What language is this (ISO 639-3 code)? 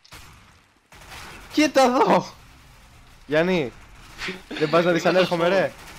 ell